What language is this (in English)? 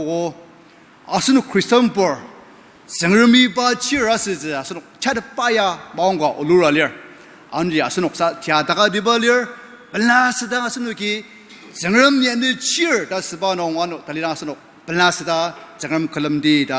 Ao Naga